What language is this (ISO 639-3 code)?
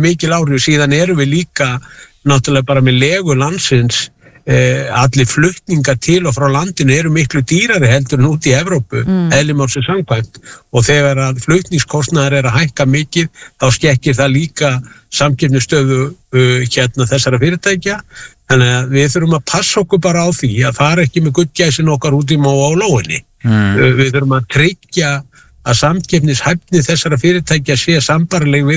isl